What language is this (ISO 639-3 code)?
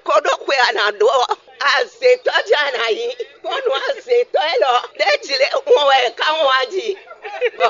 fon